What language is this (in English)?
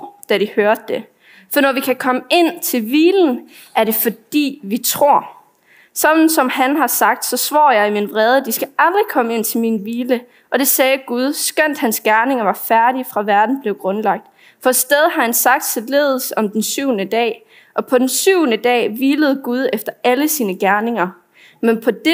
Danish